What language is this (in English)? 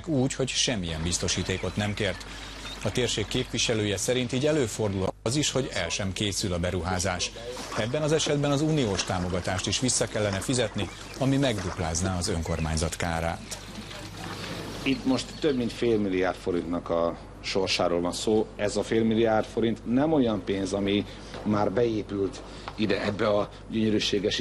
Hungarian